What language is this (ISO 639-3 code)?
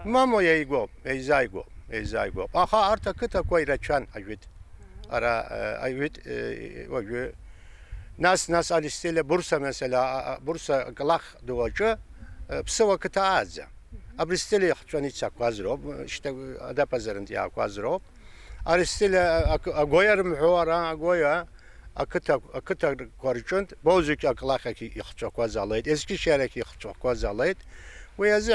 abk